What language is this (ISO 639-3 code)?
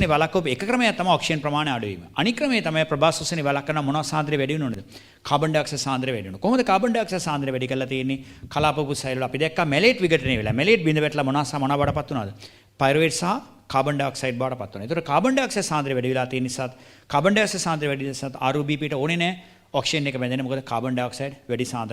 sin